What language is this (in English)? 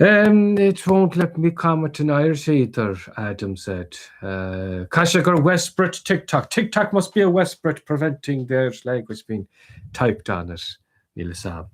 Irish